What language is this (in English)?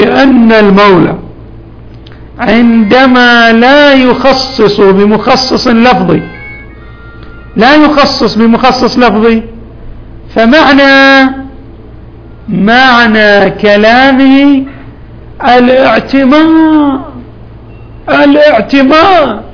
Arabic